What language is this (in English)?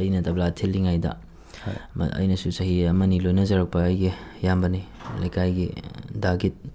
Manipuri